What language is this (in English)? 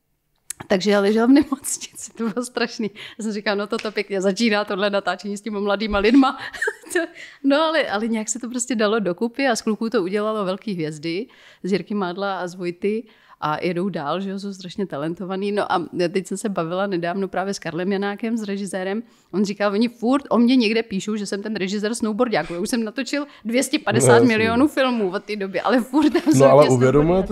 Czech